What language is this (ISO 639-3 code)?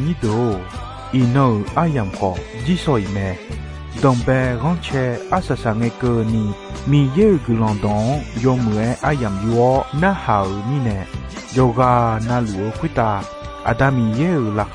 ahk